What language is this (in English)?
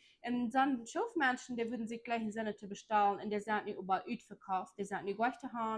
Plautdietsch